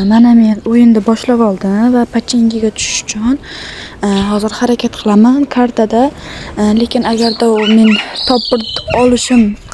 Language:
Uzbek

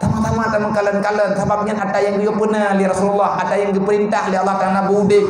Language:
Achinese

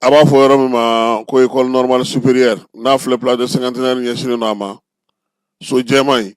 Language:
Bambara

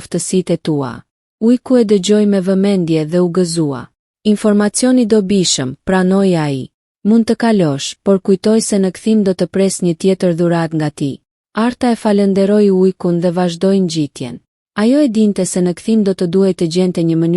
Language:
Albanian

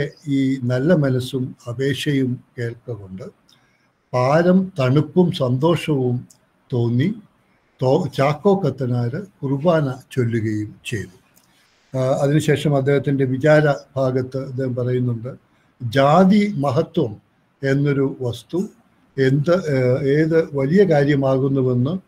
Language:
Malayalam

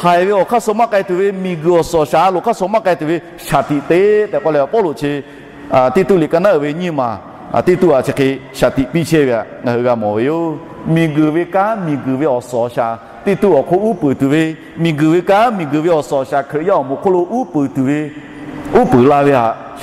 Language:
Lahu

